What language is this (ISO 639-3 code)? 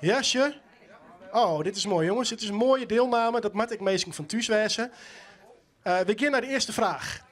fry